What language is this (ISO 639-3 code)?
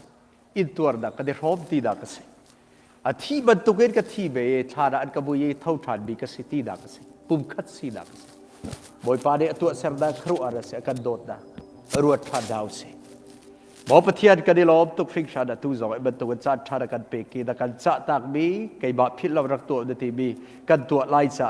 cnh